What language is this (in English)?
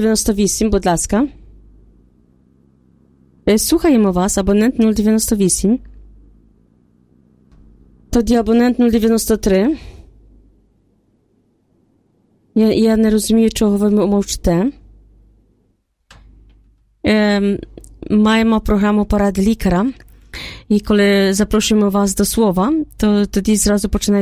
Ukrainian